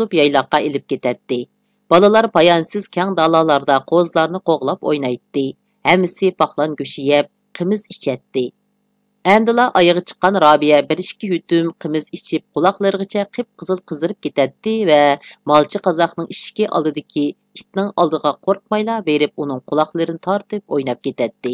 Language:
Uyghur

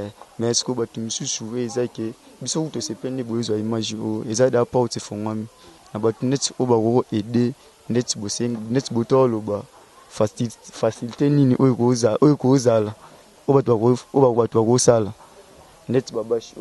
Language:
Lingala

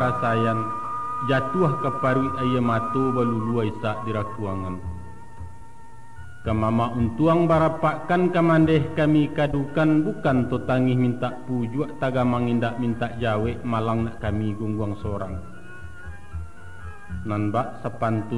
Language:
Minangkabau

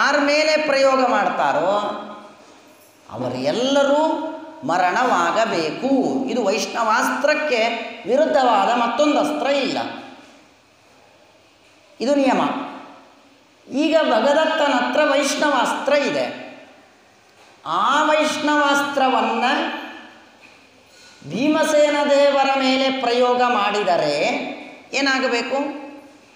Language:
Kannada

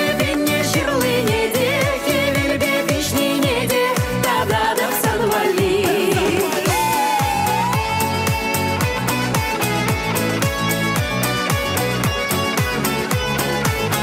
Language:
Chuvash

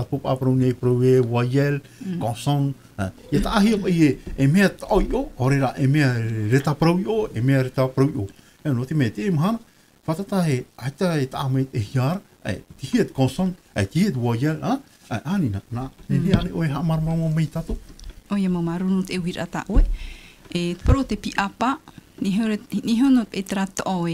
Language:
Tahitian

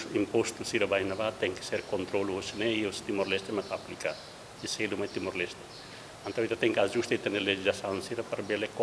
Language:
Tetum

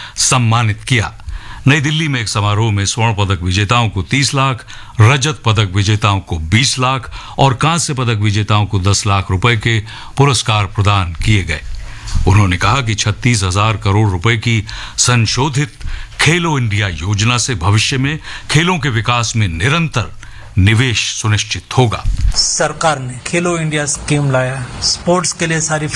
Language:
Hindi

